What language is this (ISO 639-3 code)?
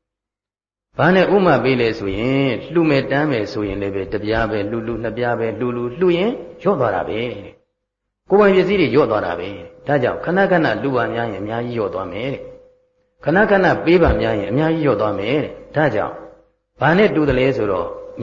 mya